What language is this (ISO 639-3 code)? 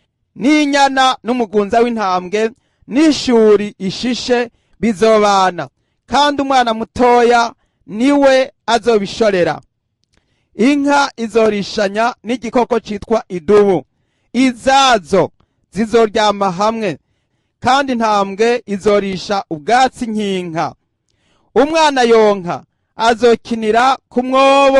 run